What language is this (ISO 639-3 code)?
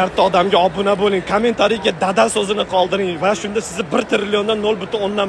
uzb